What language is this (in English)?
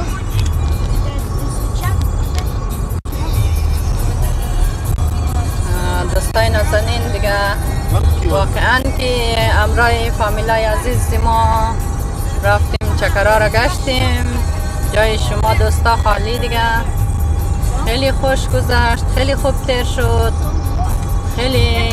Persian